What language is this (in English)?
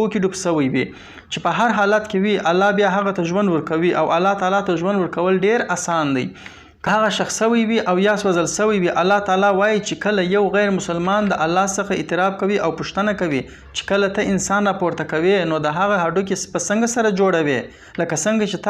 Pashto